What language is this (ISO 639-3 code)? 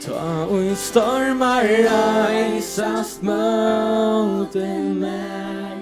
fao